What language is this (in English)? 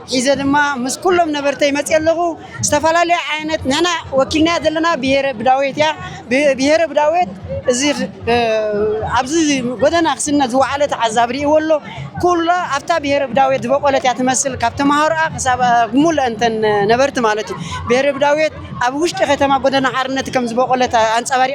Tigrinya